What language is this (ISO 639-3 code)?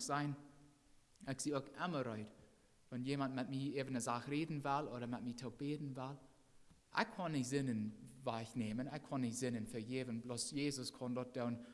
pdt